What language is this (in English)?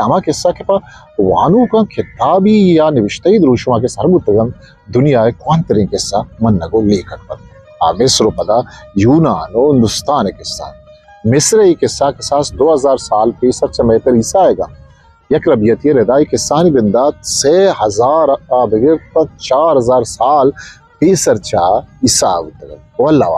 Eastern Balochi